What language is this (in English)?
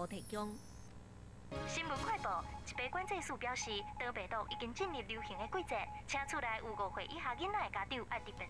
Min Nan Chinese